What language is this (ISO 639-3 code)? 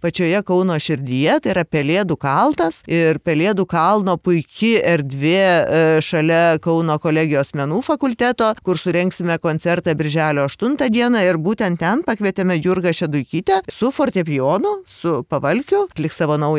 lit